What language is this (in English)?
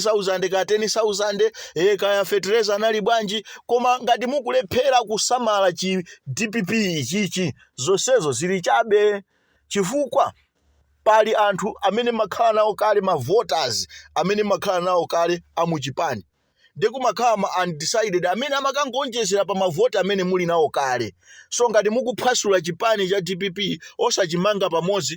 Nyanja